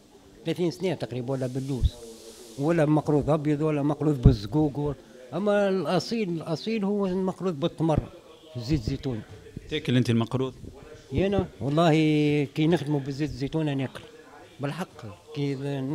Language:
Tunisian Arabic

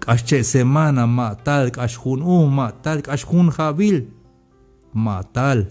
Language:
Tzeltal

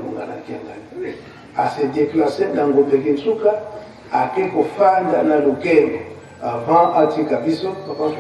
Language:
Lingala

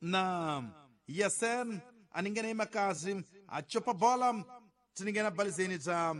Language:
Tsonga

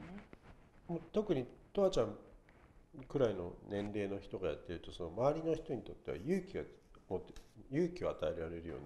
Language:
Japanese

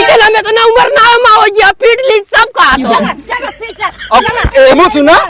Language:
Awadhi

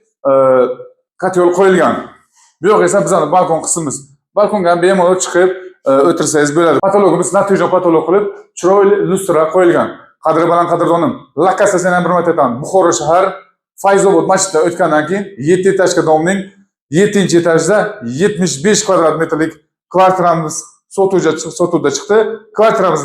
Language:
Uzbek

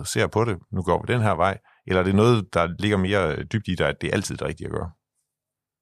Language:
Danish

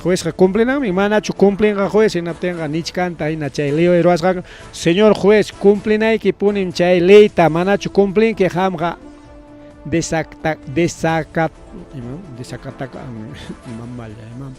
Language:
Ayacucho Quechua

